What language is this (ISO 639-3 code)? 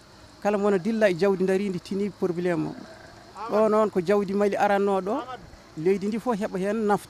ful